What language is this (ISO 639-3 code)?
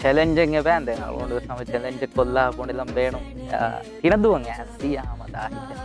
div